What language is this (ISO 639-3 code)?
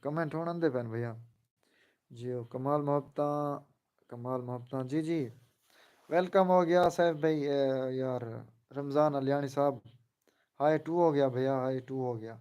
skr